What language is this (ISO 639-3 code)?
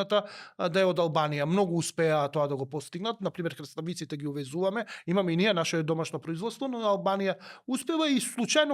mkd